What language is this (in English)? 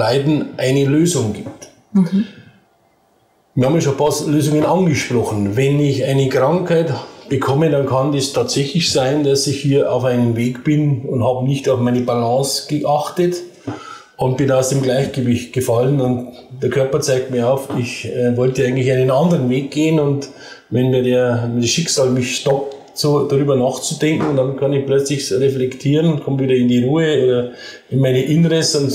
German